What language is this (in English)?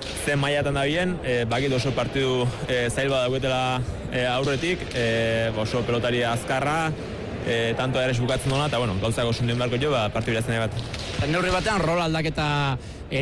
Basque